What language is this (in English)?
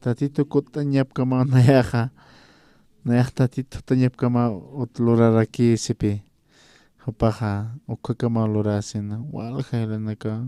Aymara